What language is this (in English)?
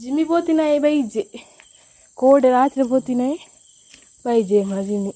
Tulu